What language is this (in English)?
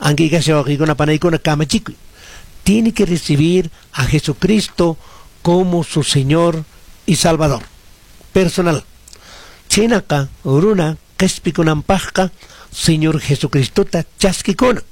Quechua